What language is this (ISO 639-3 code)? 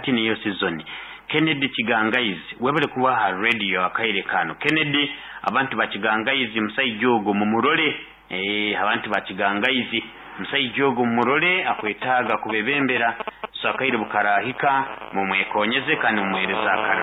nyo